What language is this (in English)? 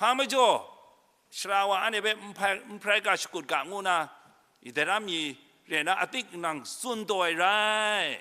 Kachin